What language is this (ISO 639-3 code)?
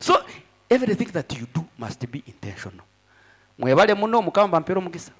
nyn